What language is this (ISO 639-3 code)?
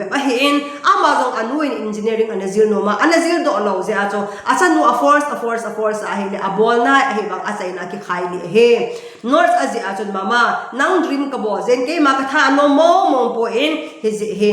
tcz